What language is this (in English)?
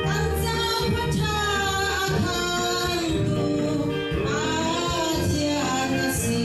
Hakha Chin